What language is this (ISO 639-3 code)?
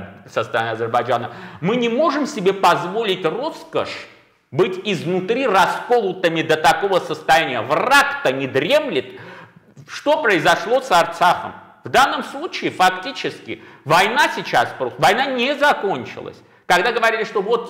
rus